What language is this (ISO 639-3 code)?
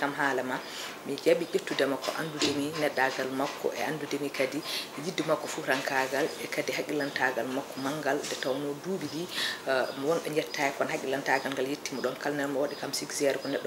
ful